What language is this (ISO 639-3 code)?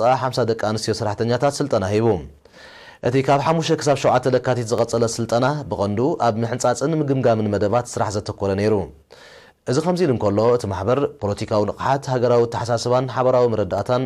tir